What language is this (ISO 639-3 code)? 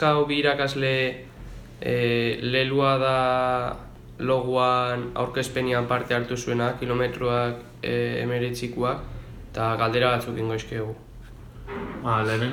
eus